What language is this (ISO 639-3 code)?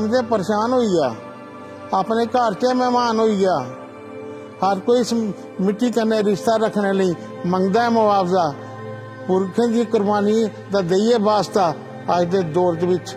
doi